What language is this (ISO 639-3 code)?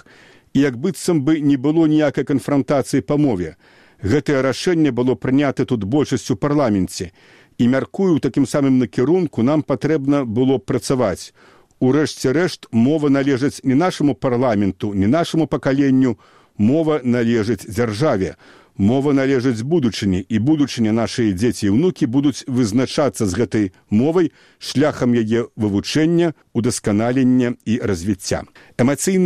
bel